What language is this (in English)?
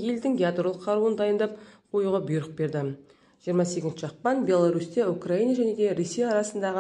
Kazakh